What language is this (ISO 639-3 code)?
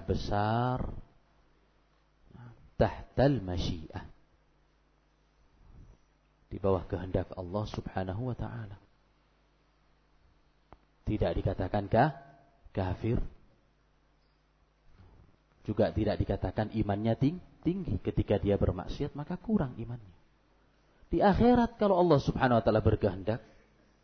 ind